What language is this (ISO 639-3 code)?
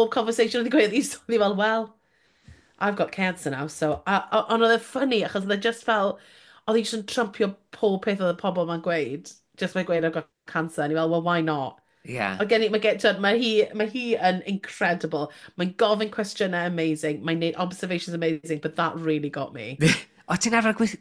cym